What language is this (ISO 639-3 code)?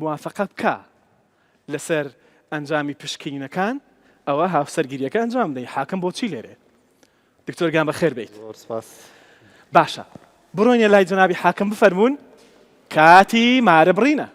ckb